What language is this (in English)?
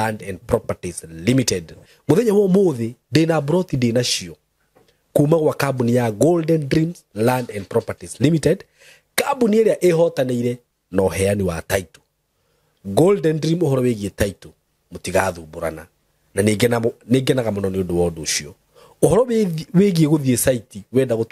Kikuyu